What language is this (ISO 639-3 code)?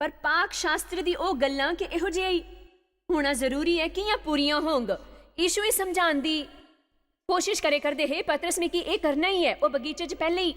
doi